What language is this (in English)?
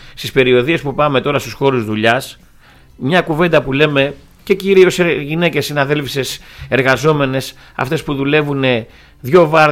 Greek